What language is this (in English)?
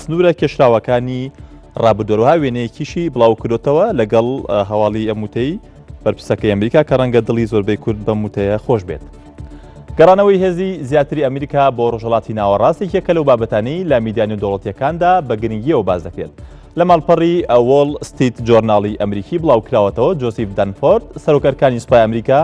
Central Kurdish